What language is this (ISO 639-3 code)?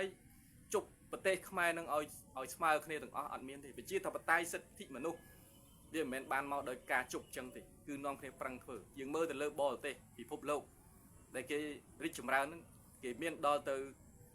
khm